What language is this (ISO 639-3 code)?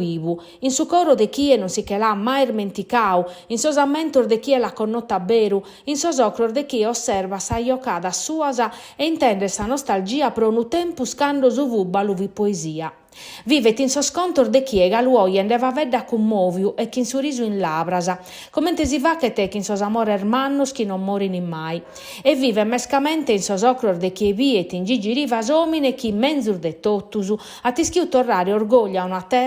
srd